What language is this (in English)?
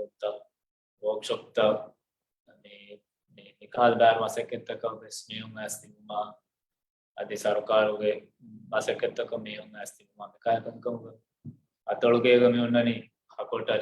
Divehi